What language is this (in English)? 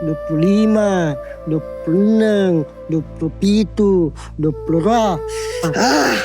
Buginese